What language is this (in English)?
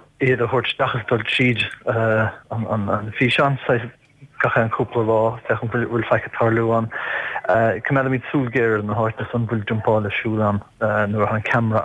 Irish